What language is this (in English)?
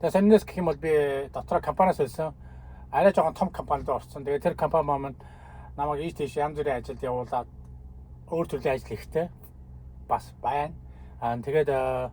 Mongolian